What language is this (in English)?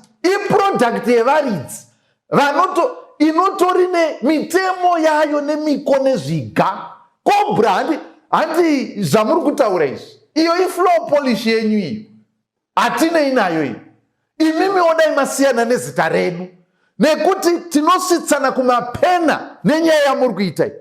Shona